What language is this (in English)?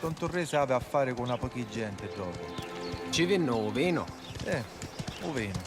Sicilian